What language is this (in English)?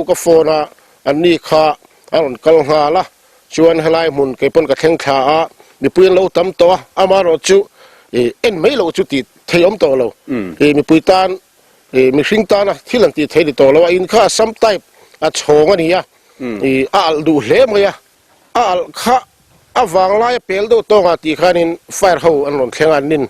Mizo